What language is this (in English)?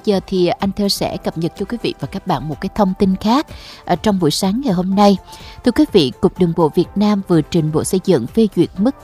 Vietnamese